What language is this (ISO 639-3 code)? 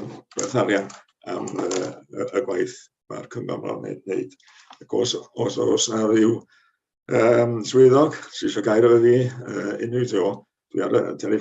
cym